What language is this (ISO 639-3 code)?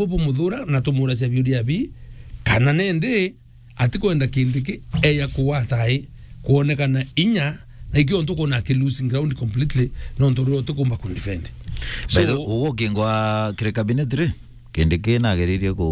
mer